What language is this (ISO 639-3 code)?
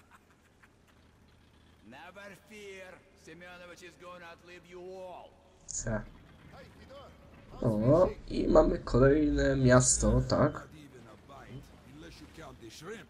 pol